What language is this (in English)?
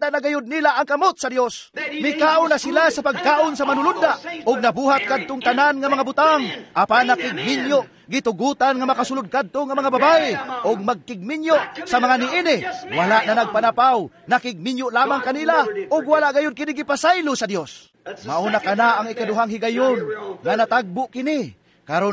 Cebuano